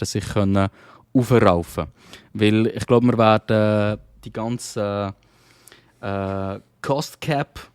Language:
Swiss German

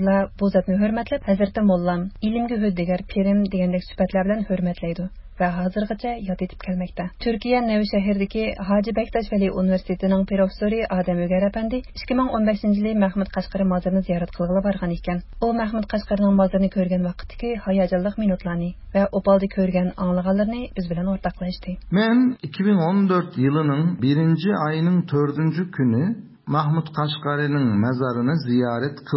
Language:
Uyghur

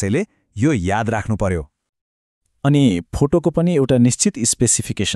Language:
Nepali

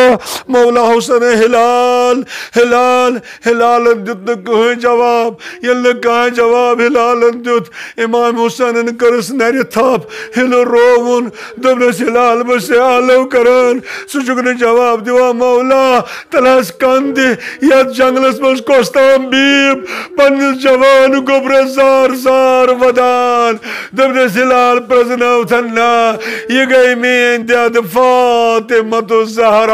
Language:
Kashmiri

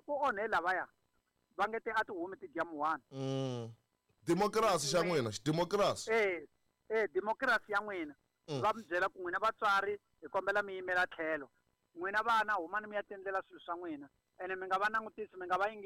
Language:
Tsonga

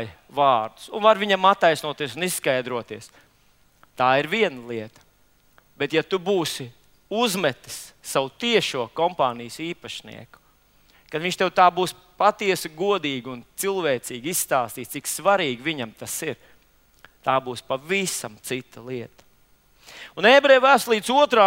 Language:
Latvian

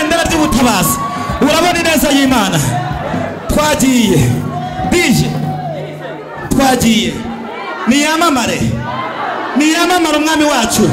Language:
Kinyarwanda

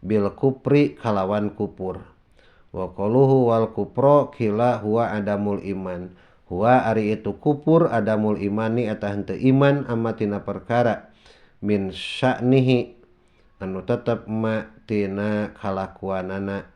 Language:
Sundanese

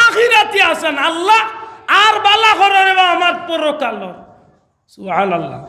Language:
Sylheti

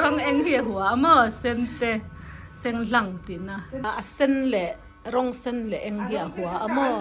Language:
Mizo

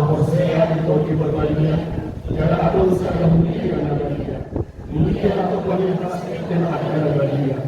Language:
Batak Toba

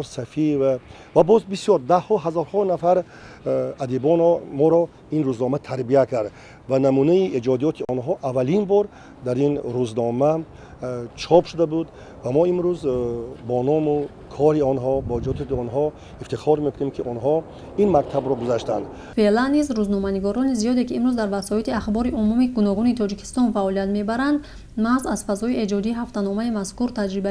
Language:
Tajik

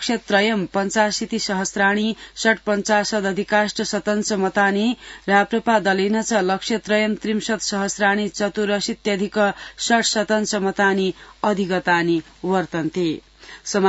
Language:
Sanskrit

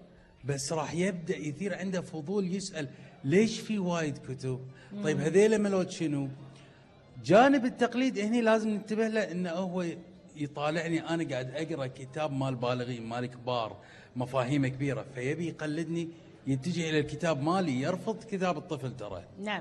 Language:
Gulf Arabic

